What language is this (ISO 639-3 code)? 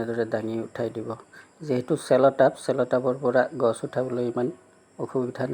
asm